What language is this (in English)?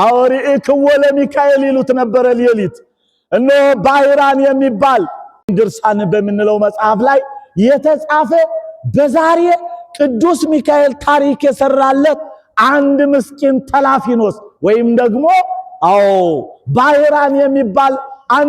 Amharic